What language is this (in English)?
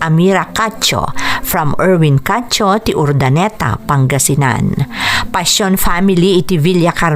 Iloko